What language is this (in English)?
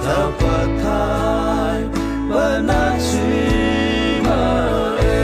Mara Chin